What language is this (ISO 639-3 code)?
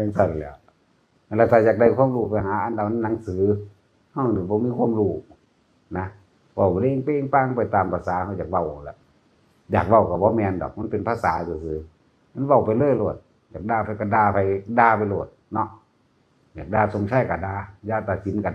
tts